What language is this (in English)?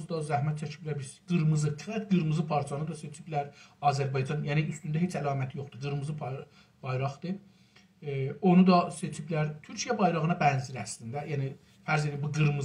South Azerbaijani